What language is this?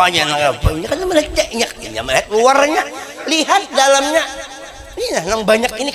Banjar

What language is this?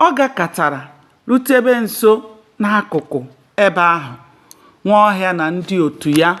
Igbo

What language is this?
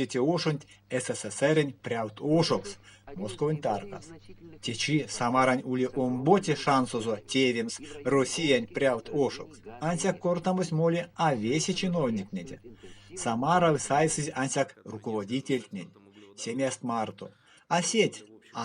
Erzya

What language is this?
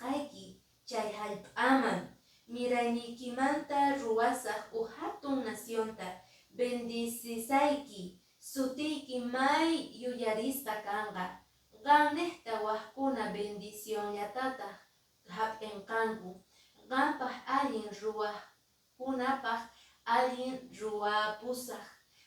Quechua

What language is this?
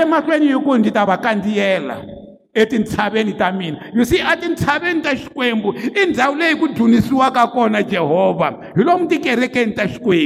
Tsonga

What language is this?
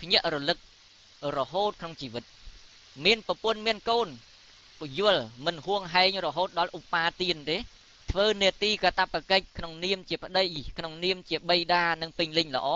Khmer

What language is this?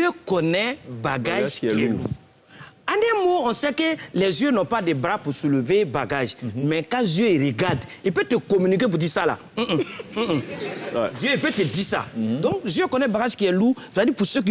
French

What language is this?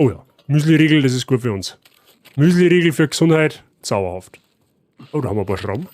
Bavarian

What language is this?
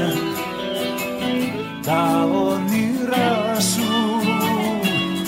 Greek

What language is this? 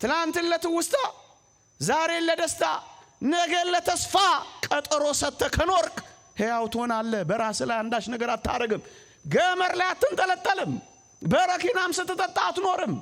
Amharic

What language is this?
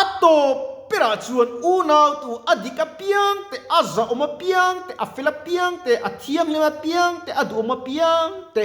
Mizo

